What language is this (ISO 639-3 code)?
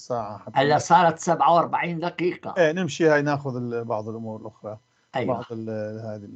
apc